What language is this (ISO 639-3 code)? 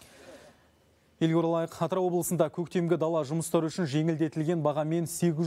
kaz